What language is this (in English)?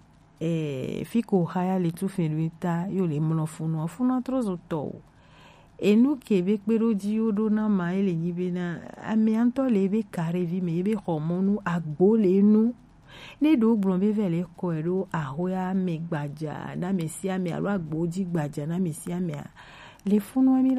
Gen